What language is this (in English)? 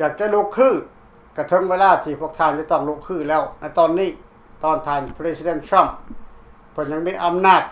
Lao